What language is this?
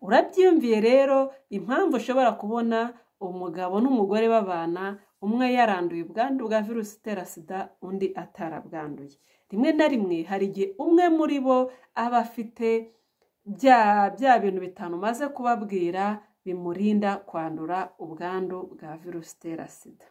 Kinyarwanda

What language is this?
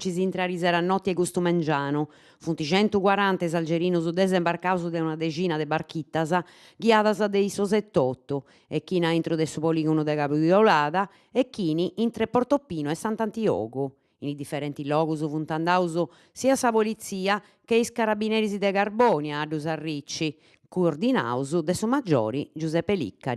Sardinian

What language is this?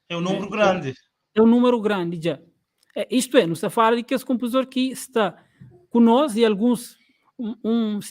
Kabuverdianu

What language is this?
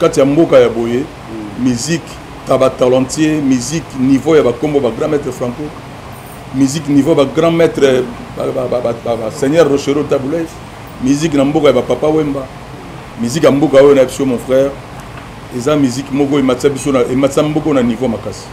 Lingala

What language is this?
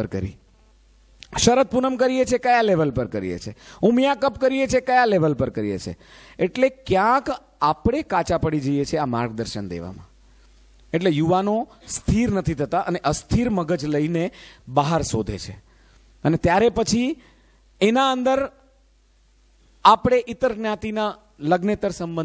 Gujarati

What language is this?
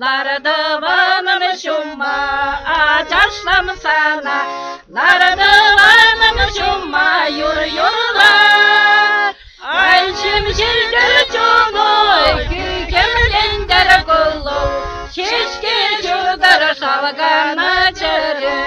Chuvash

